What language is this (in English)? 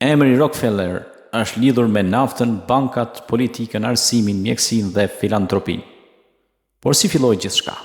Albanian